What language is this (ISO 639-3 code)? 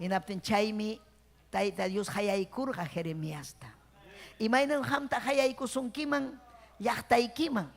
quy